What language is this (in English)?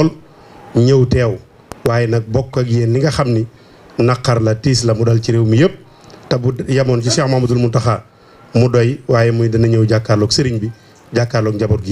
Wolof